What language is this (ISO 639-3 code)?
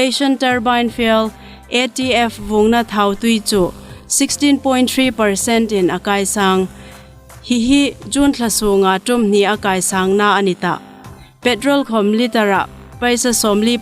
hmr